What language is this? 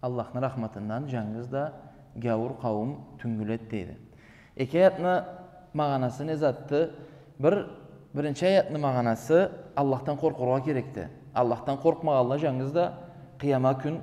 Karachay-Balkar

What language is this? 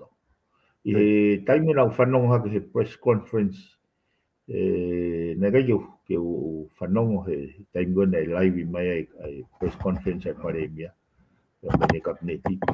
Tongan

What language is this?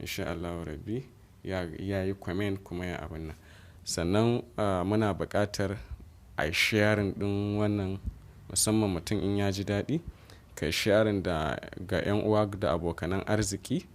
Hausa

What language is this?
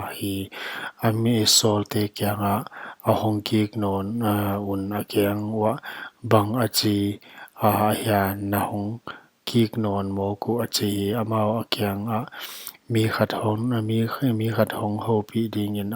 Paite Chin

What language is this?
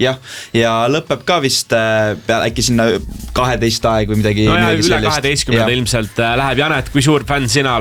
Estonian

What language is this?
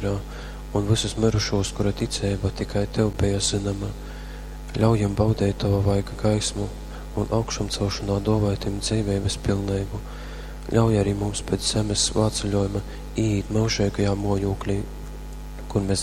Latgalian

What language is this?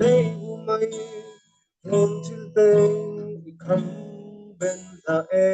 Falam Chin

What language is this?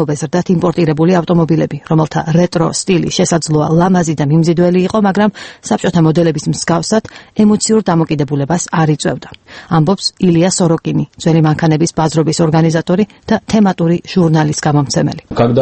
Georgian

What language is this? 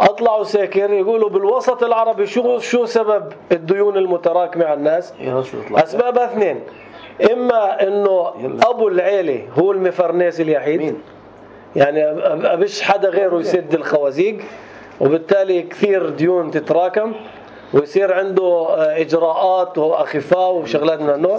North Levantine Arabic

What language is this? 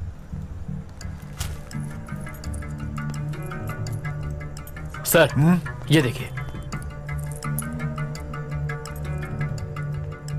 Bhojpuri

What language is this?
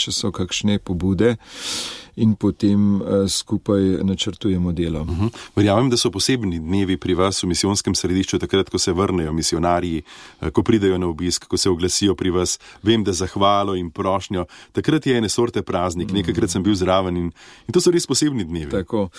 Slovenian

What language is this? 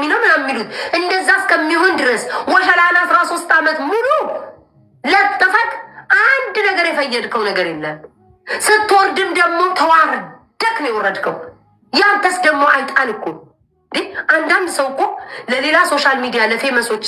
Amharic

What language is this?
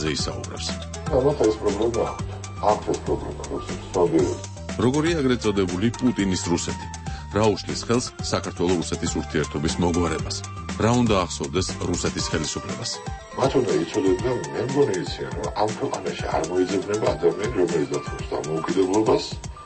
Georgian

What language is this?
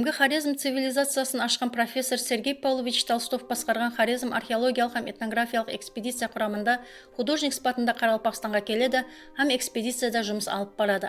Kara-Kalpak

